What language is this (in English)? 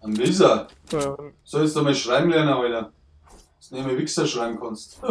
Bavarian